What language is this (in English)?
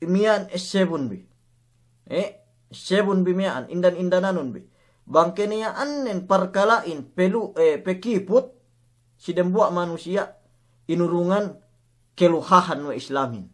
Yakan